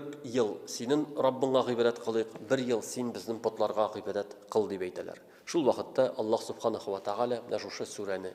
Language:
Tatar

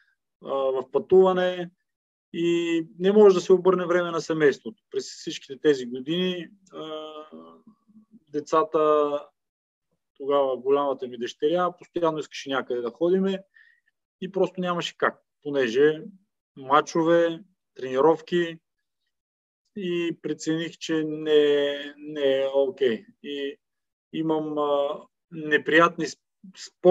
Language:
Bulgarian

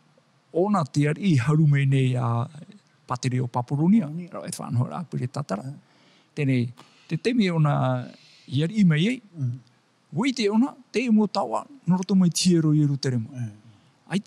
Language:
Tahitian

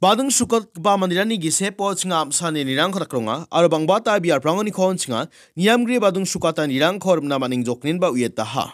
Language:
Garo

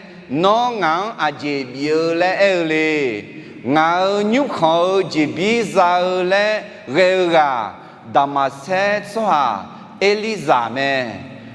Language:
Akha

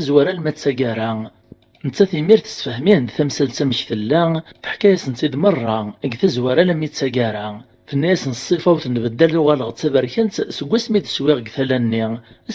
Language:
Kabyle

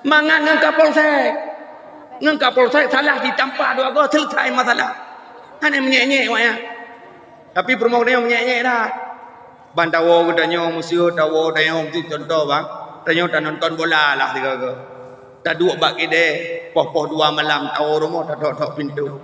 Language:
Achinese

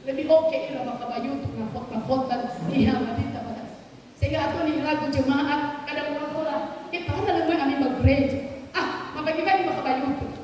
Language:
Nias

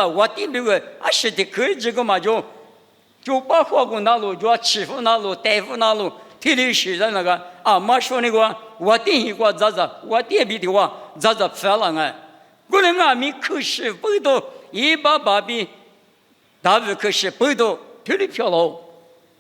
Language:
Lisu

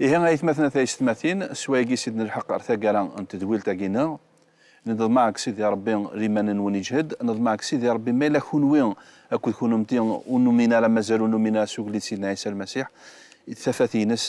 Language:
Kabyle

